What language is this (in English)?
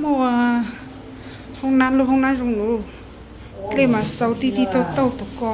Hmong